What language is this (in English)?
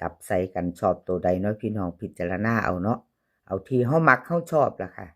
Northeastern Thai